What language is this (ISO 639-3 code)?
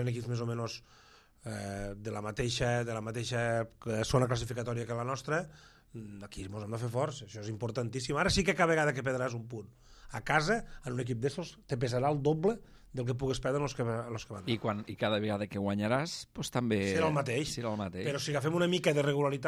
cat